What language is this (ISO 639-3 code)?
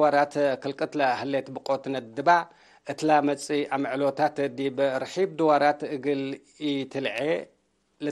tig